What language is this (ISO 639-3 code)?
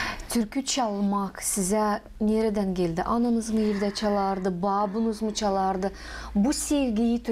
gag